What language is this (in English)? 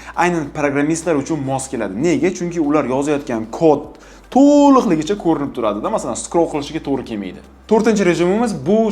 Uzbek